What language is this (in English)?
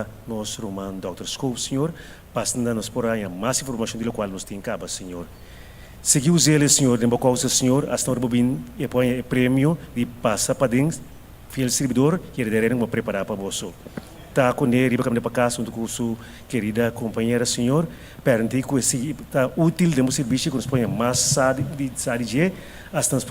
Papiamento